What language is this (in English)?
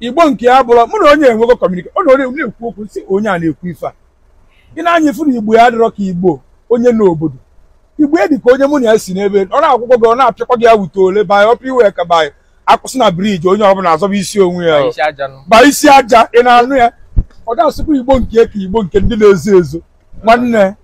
Igbo